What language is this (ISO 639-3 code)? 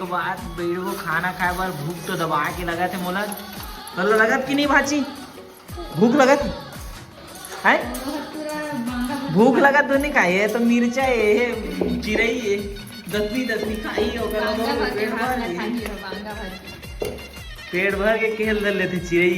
hne